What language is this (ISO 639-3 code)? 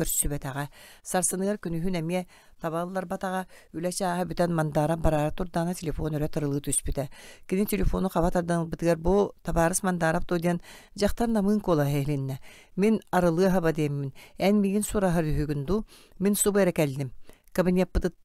sah